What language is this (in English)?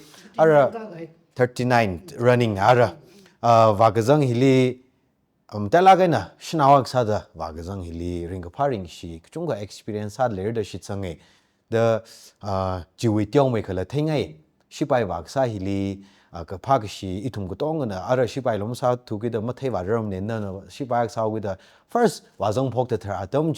Tangkhul Naga (India)